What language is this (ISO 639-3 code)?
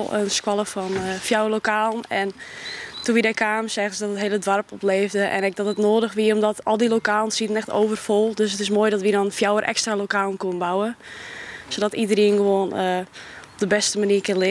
fry